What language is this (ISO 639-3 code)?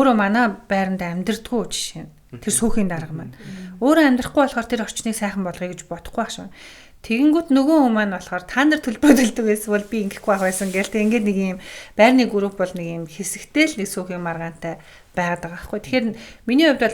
mon